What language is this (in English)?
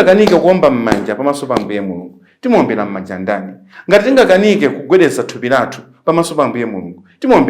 Nyanja